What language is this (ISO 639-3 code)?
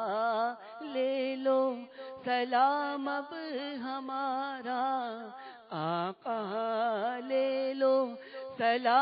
urd